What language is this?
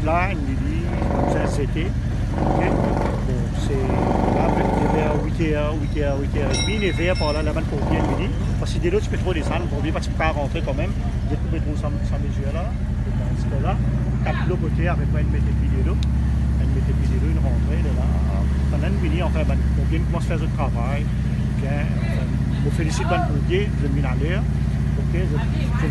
Morisyen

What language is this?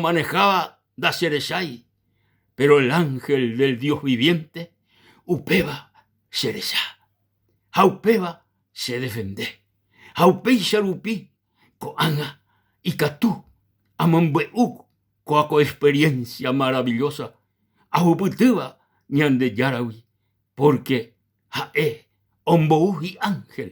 Guarani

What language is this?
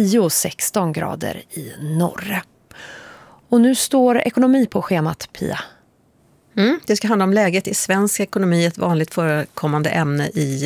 Swedish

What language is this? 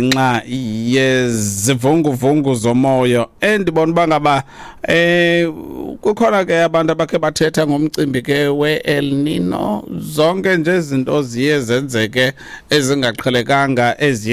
Xhosa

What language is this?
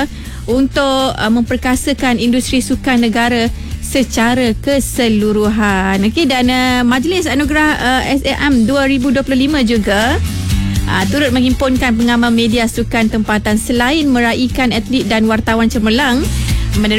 Malay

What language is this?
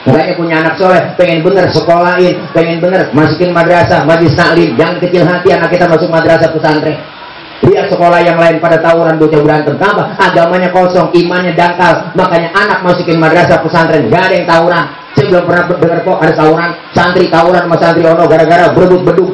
Betawi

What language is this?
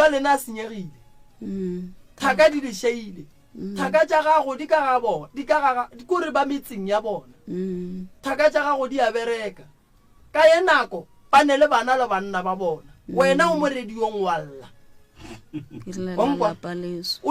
Northern Sotho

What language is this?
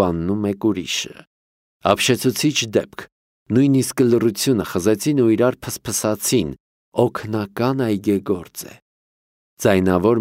Armenian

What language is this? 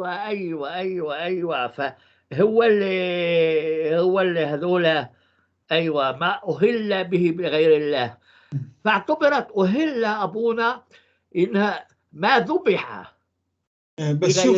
North Levantine Arabic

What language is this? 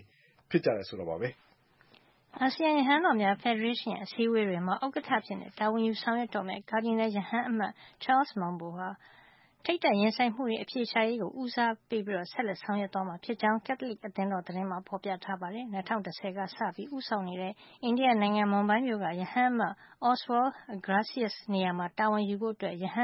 Burmese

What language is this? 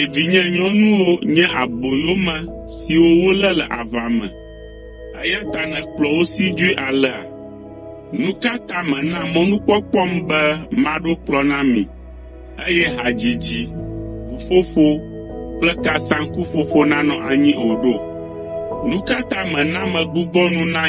Ewe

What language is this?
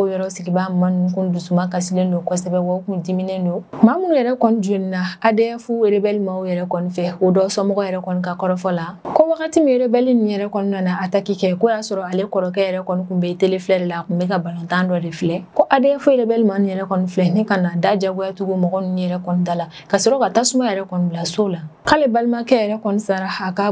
Bambara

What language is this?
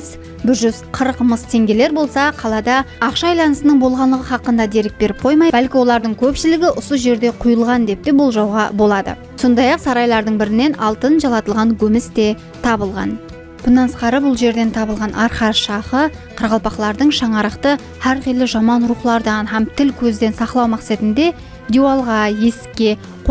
Kara-Kalpak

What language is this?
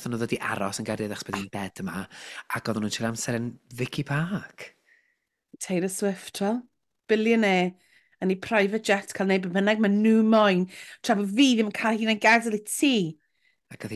Welsh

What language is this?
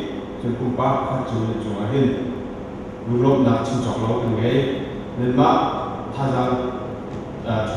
Hakha Chin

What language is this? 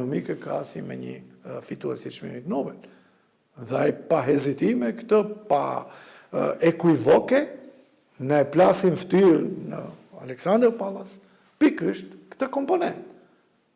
Albanian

